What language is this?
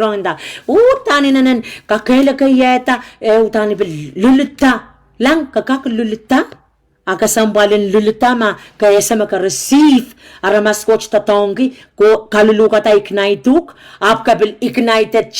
Pohnpeian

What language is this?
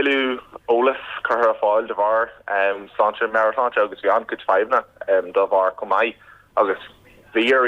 Irish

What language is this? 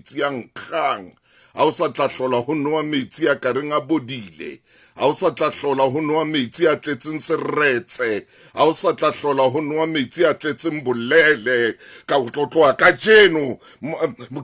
Southern Sotho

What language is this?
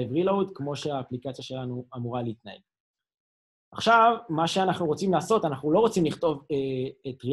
Hebrew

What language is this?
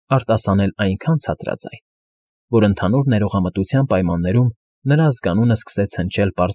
Armenian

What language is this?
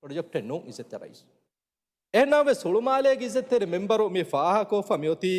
Divehi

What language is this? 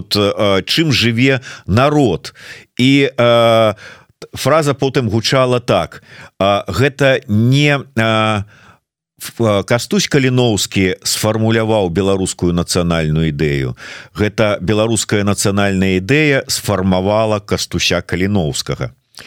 Belarusian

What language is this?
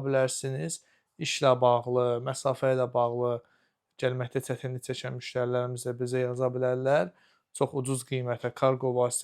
Azerbaijani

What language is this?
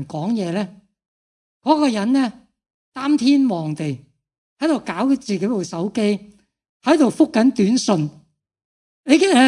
Cantonese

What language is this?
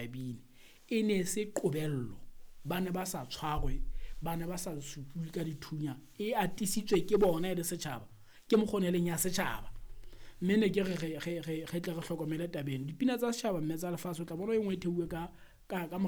Southern Sotho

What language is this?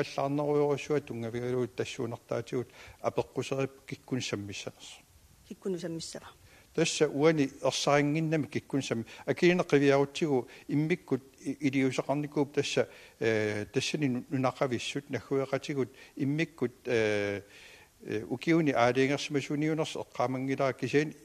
Kalaallisut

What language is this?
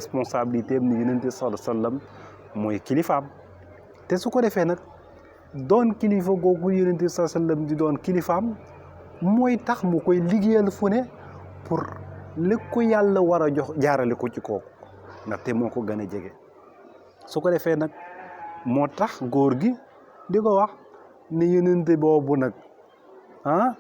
Wolof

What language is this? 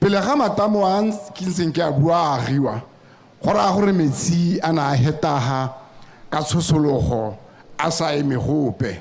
Tswana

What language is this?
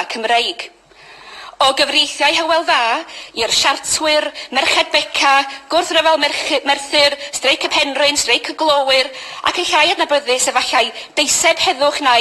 Welsh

